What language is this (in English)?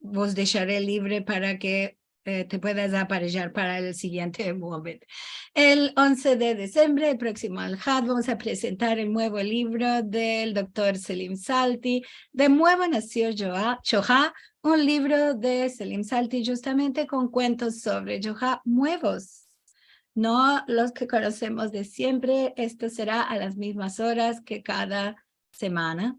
Ladino